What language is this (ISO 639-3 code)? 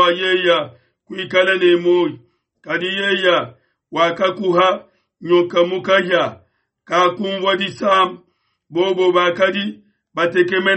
lua